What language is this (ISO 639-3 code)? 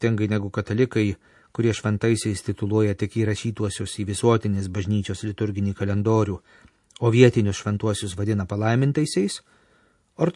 lit